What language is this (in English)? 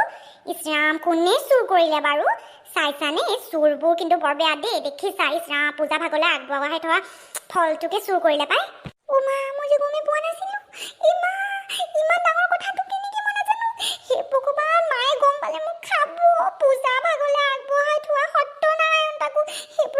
Assamese